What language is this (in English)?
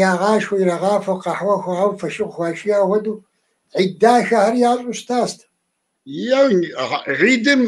Kabardian